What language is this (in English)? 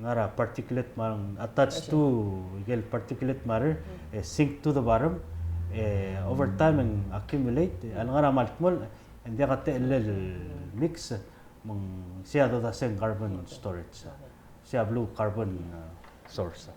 Palauan